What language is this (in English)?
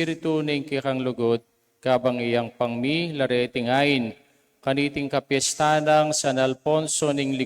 Pampanga